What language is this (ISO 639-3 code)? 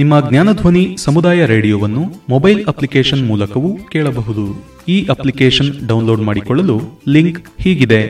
kan